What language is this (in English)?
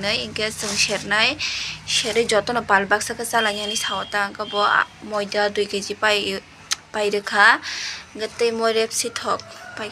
Kok Borok